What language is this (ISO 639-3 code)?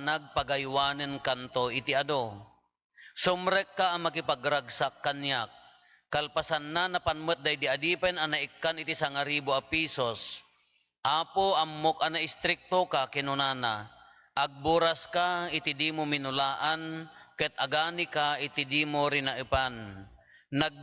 ilo